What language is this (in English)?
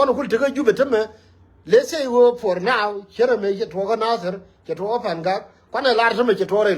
Nuer